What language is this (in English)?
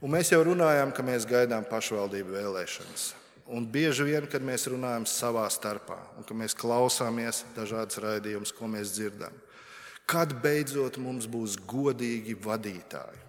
Latvian